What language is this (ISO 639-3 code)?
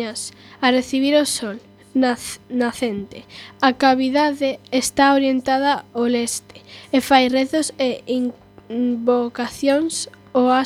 glg